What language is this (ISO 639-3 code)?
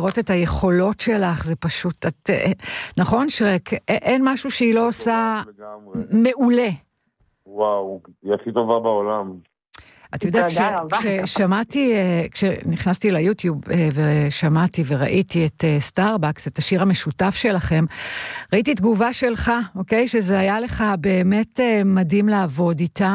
heb